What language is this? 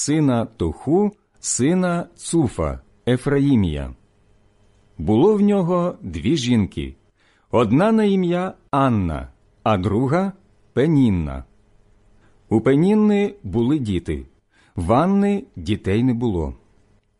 Ukrainian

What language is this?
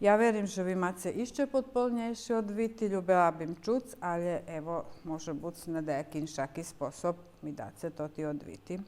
Rusyn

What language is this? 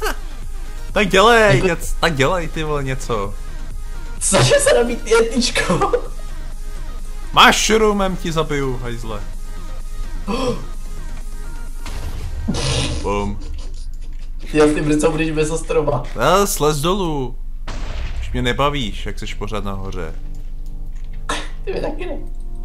Czech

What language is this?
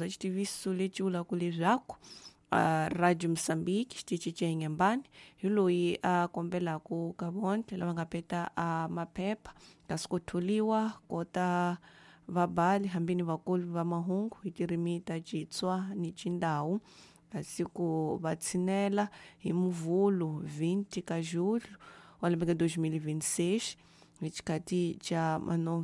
Tsonga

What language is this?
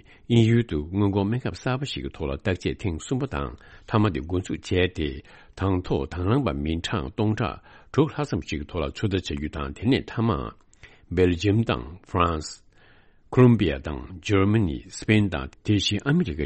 Tibetan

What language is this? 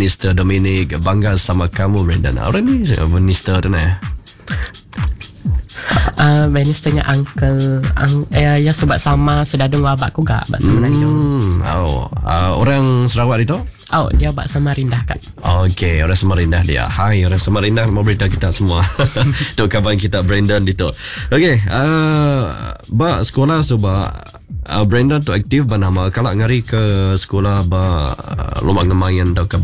Iban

